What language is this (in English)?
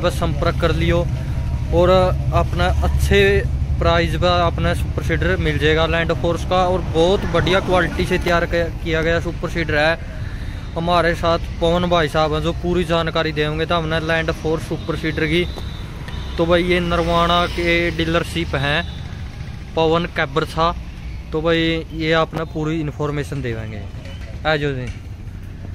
Hindi